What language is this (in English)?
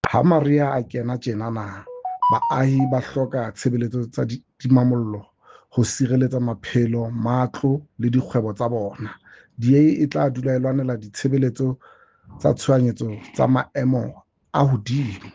Southern Sotho